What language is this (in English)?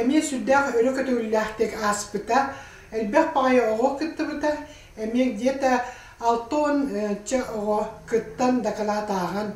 Yakut